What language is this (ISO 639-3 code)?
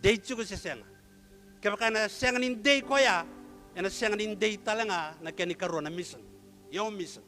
fij